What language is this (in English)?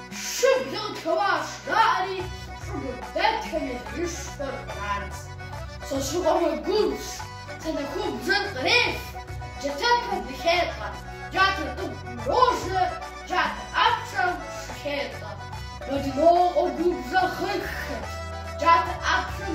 Kabardian